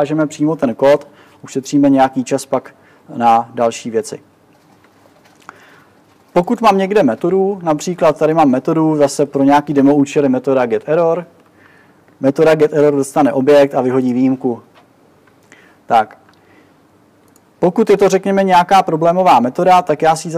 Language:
Czech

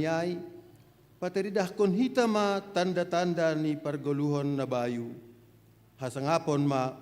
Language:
Batak Simalungun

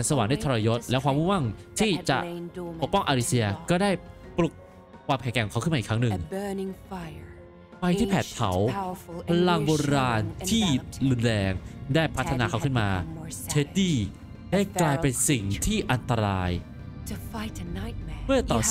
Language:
Thai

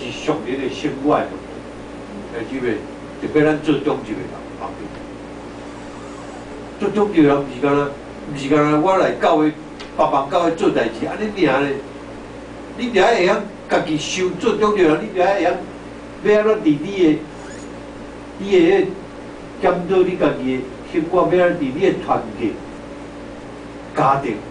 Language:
Min Nan Chinese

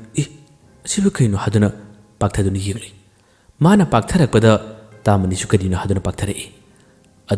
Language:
Manipuri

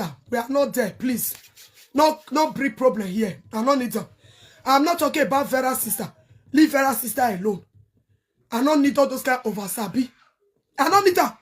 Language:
Nigerian Pidgin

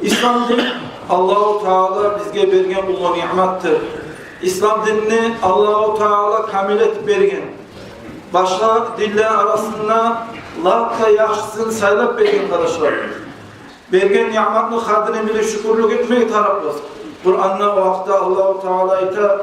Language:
Kumyk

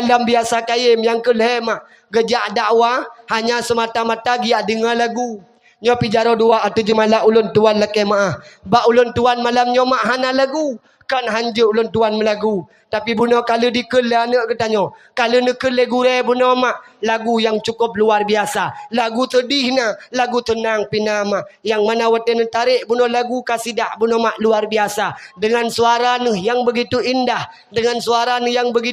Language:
Achinese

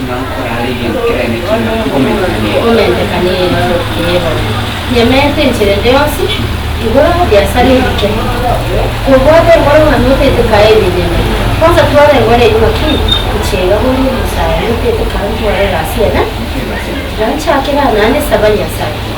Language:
Gusii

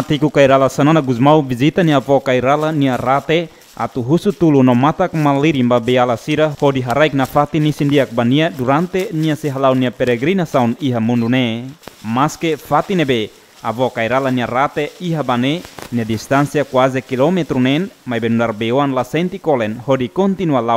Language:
Tetum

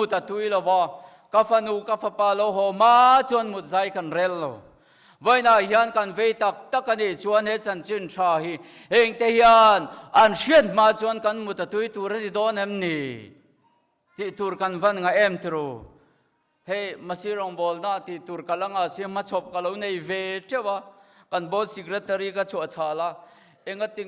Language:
Mizo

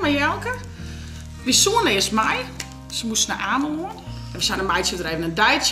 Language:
Western Frisian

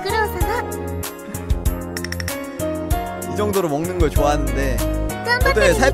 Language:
Korean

